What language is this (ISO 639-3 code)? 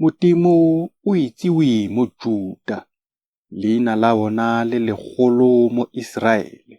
tsn